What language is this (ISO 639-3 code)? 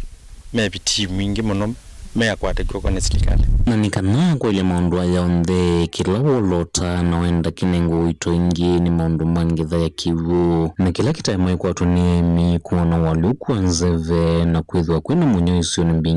kam